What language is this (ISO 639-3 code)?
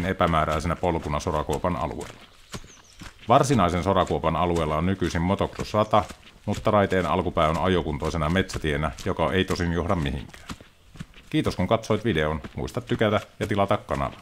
fin